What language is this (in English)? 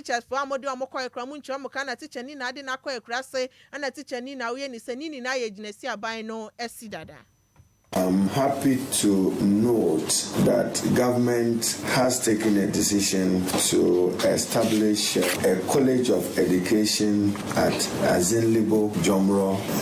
Akan